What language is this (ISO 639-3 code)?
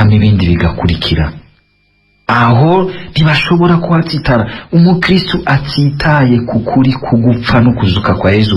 run